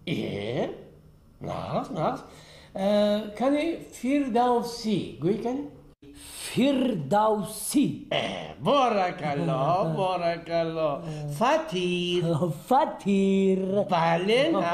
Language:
Tajik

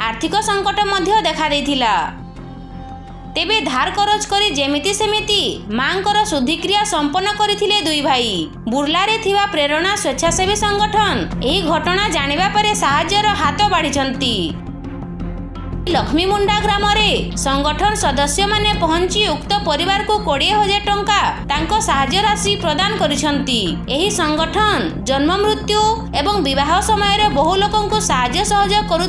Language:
Odia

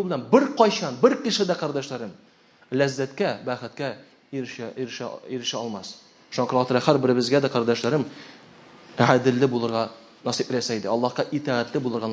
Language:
Tatar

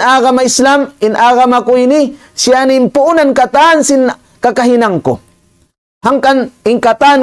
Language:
Tausug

